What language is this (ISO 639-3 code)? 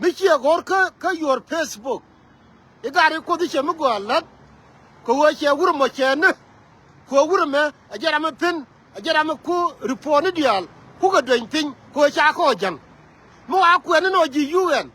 nus